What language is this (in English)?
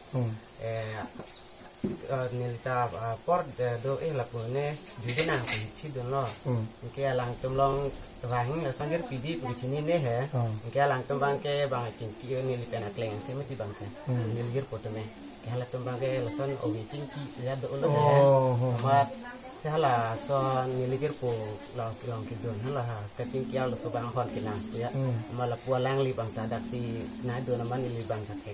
Karbi